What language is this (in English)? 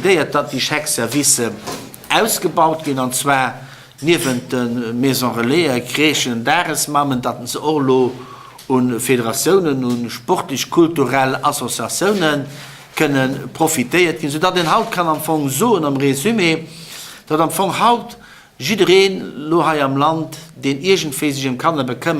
Luxembourgish